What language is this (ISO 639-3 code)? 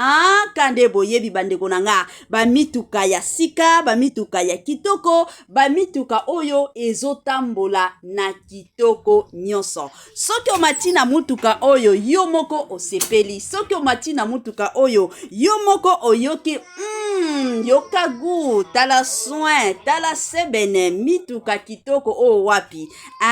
lin